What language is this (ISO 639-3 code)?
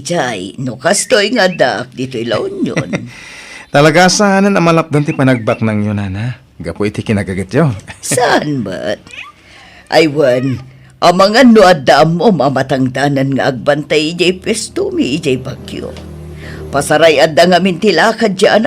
ilo